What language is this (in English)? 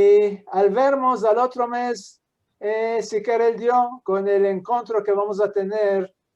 Ladino